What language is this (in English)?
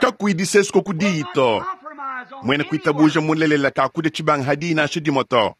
Luba-Lulua